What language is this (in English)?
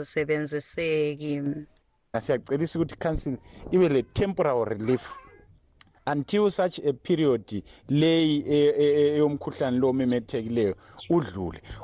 North Ndebele